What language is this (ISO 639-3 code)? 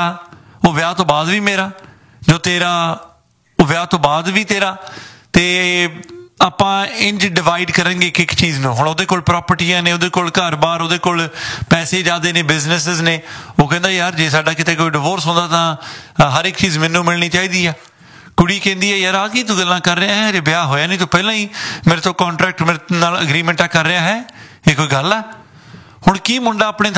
pan